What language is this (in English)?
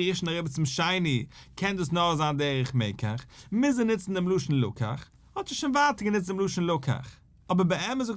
Yiddish